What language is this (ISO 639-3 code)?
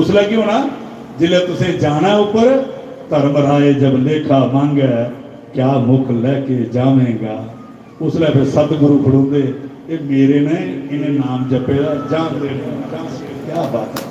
doi